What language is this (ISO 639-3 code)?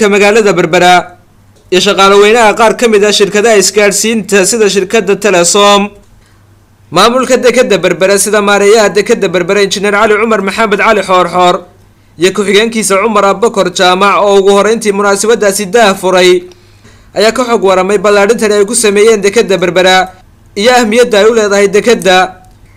som